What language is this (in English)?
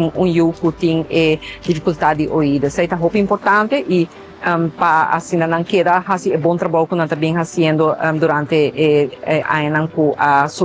Papiamento